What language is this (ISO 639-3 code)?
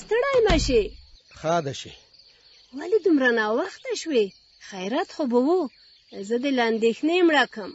pus